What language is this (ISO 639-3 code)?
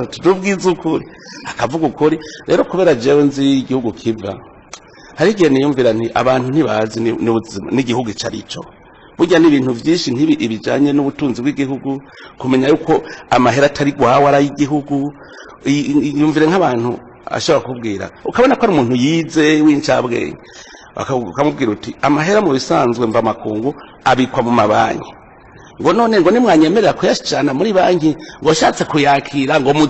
run